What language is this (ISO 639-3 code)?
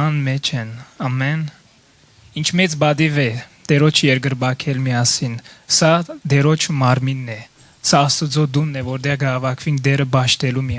hyw